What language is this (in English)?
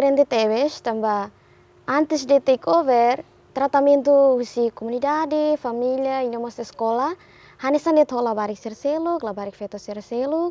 Tetum